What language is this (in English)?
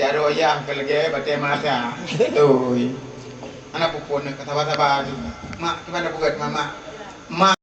Achinese